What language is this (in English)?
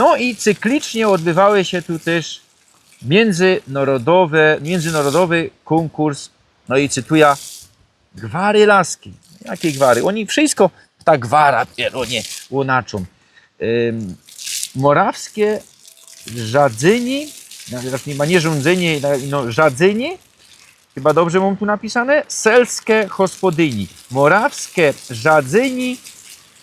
Silesian